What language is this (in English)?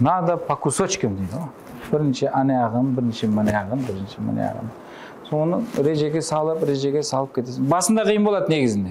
Kara-Kalpak